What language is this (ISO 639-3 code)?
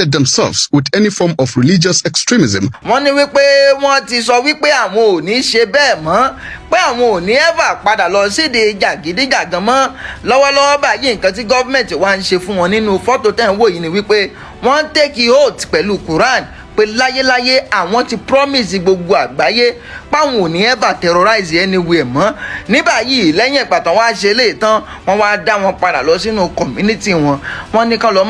yor